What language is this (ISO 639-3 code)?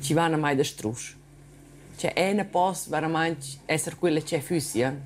roh